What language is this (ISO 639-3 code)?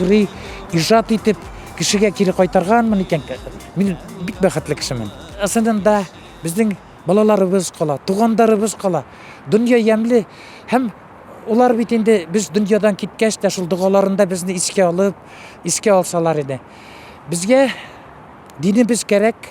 bak